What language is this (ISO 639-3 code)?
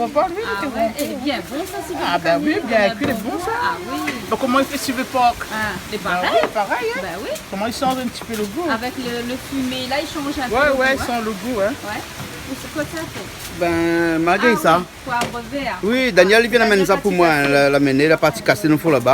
rcf